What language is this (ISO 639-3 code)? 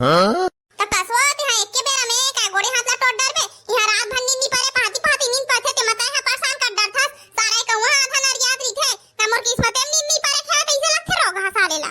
hne